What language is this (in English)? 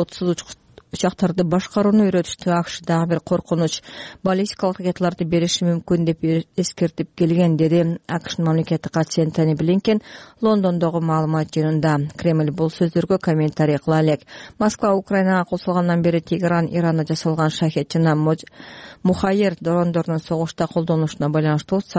Kyrgyz